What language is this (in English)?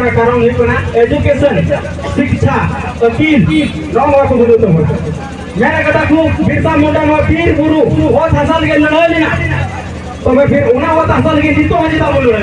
Santali